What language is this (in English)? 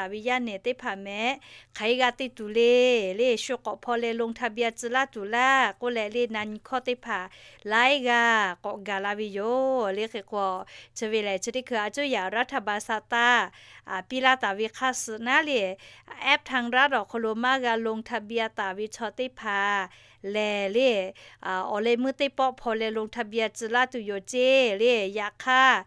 Lahu